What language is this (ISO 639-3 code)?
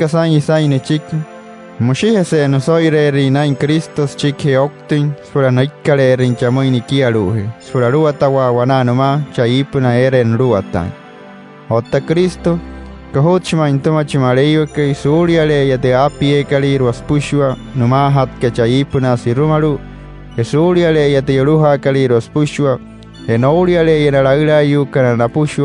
guc